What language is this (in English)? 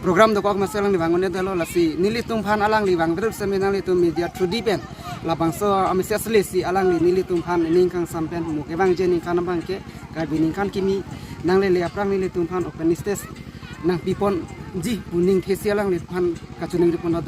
Karbi